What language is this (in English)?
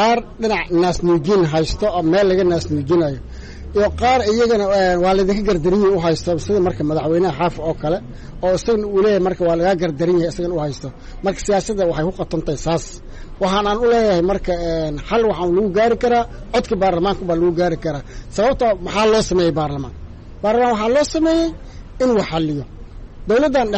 Somali